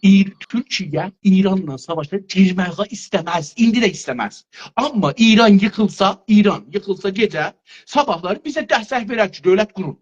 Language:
South Azerbaijani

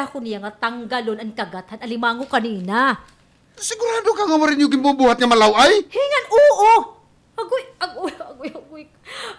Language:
Waray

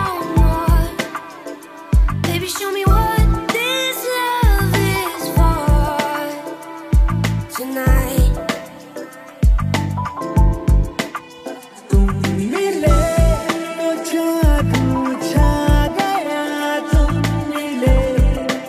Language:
Hindi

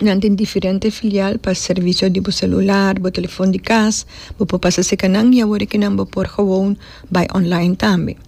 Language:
Papiamento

